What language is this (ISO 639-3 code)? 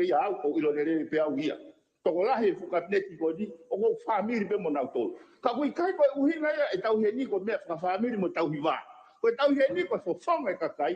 ton